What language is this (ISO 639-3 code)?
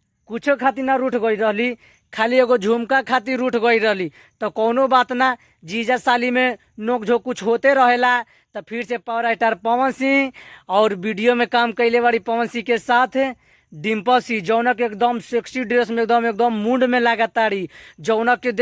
bho